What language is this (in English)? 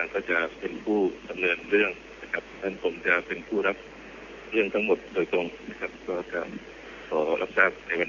Thai